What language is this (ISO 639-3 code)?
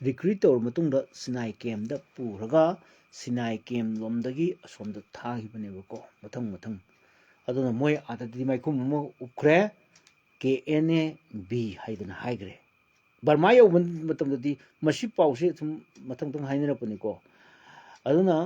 mni